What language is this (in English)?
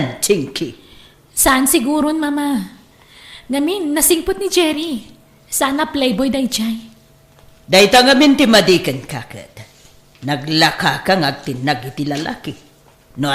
Iloko